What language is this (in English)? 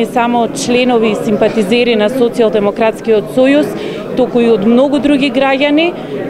Macedonian